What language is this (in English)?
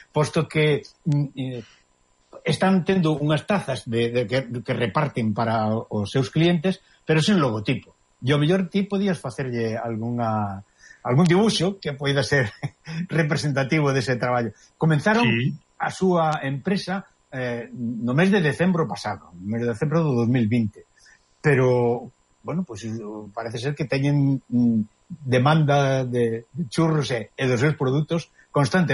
Galician